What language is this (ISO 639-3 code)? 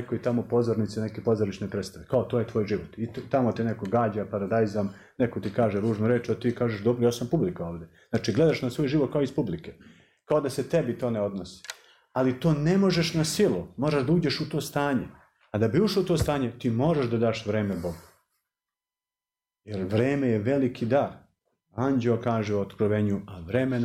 srp